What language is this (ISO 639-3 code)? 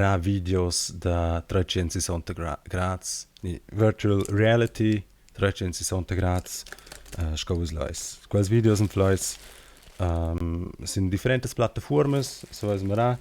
roh